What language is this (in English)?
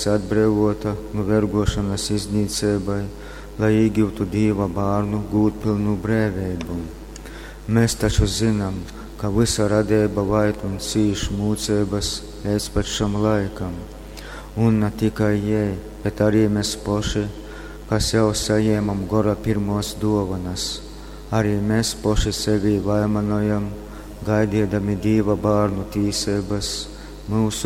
Latgalian